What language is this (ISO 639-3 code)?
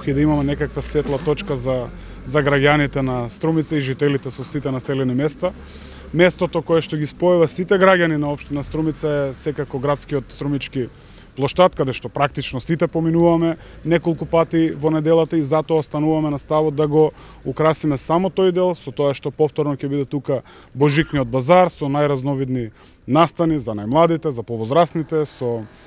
mkd